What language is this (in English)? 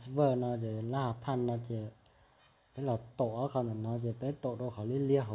Hmong